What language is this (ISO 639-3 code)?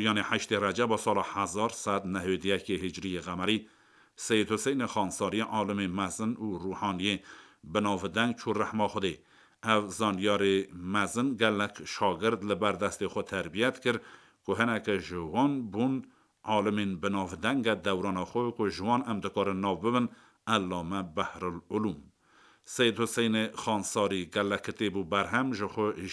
kur